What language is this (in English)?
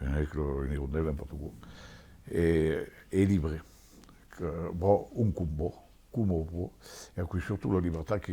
Occitan